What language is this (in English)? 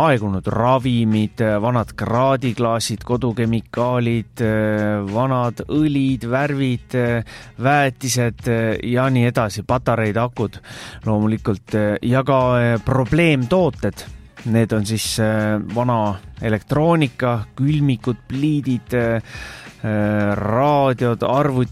Estonian